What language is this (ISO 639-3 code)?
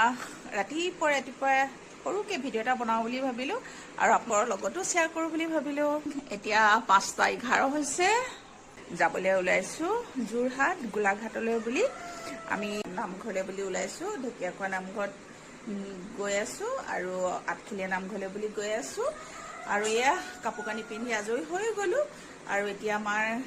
asm